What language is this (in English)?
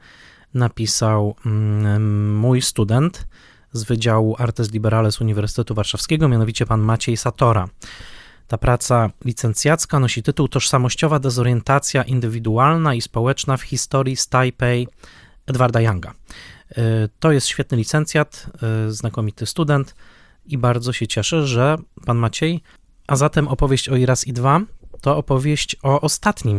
Polish